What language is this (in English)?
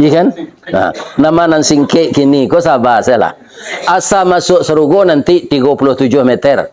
Minangkabau